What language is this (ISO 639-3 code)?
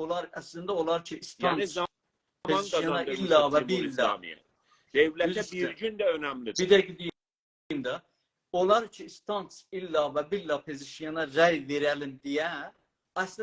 azb